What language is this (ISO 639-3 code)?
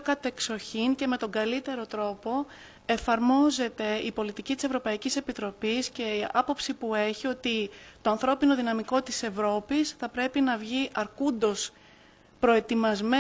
ell